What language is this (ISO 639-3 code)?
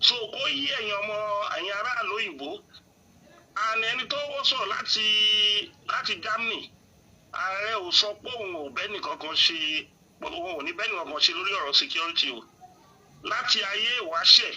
yor